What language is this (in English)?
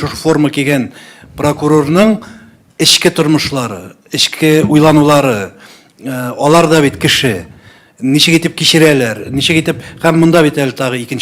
Tatar